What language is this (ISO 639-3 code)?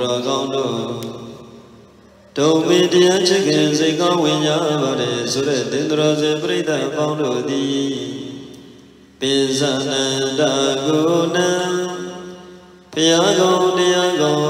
mya